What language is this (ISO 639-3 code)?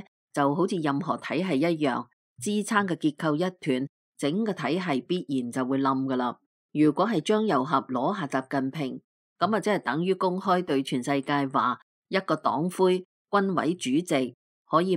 yue